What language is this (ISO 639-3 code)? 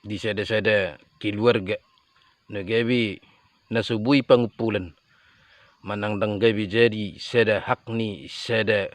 bbc